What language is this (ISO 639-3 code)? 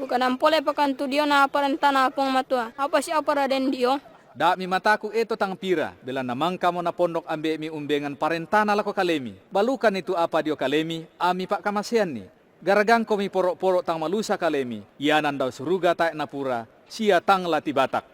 sda